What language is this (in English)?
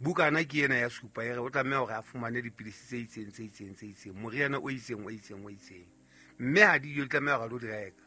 Southern Sotho